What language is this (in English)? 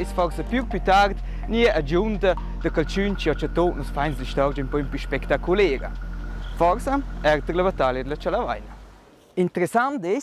Romansh